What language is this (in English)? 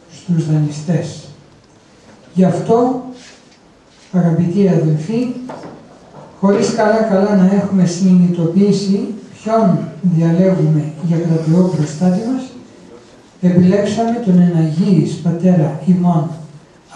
Greek